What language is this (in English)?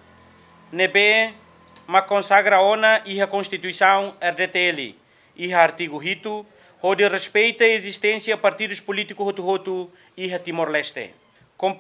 Tetum